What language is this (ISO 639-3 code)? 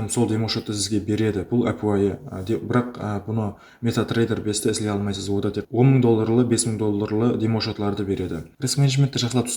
kaa